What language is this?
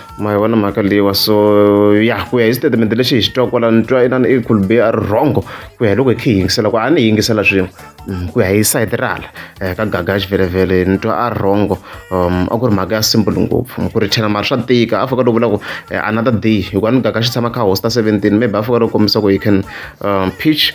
Tsonga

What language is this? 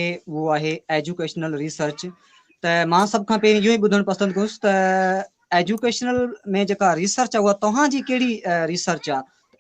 Sindhi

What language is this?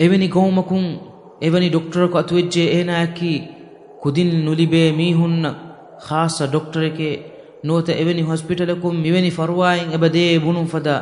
Divehi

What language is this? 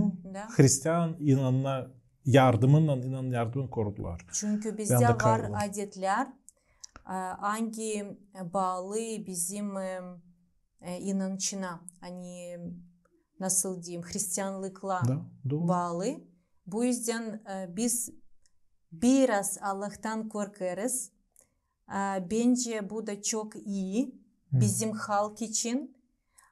Gagauz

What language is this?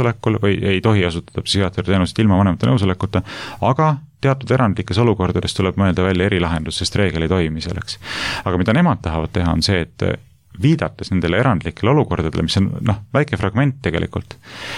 Estonian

